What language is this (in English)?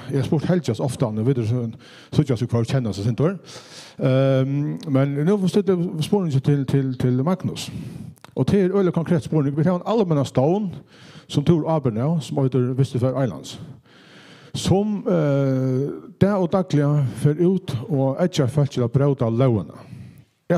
Faroese